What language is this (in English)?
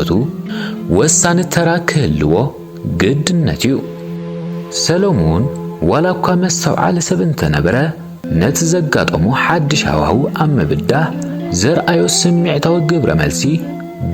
Tigrinya